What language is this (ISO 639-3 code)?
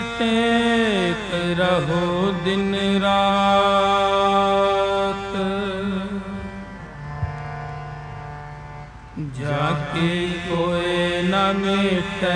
hin